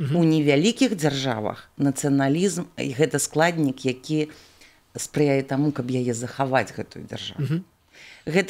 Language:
Belarusian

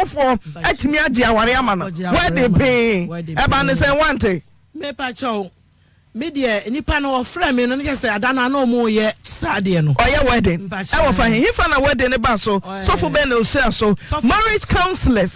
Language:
Akan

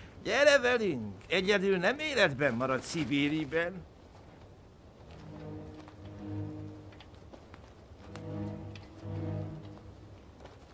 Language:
Hungarian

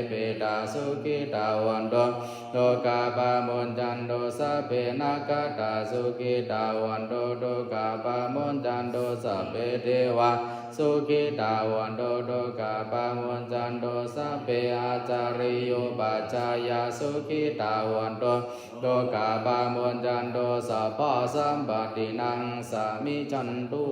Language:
Pali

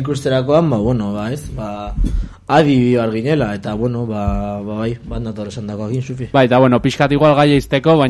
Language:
Basque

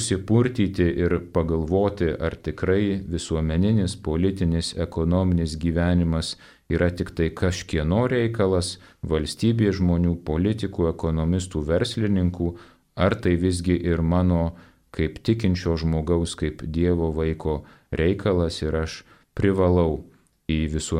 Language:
Lithuanian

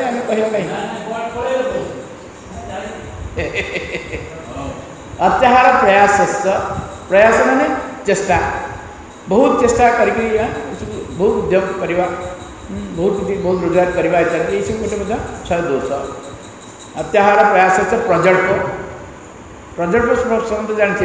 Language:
Odia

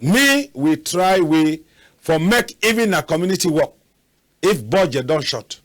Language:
Cameroon Pidgin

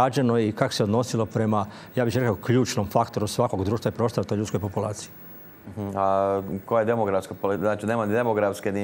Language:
Croatian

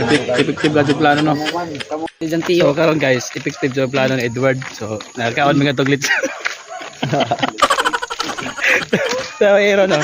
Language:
Cebuano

